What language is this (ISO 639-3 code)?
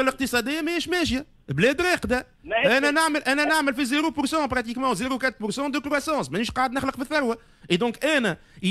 aeb